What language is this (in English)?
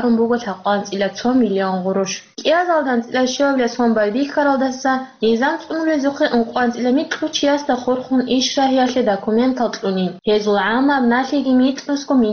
Avaric